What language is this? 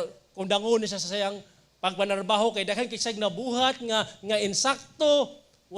Cebuano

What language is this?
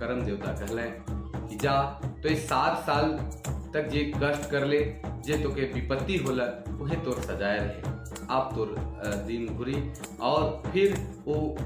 Sadri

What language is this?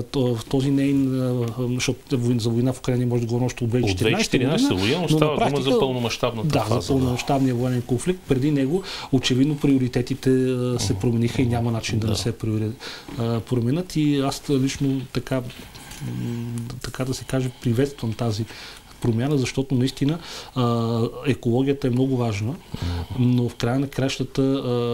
Bulgarian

